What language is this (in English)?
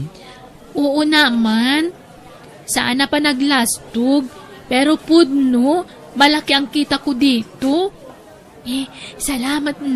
Iloko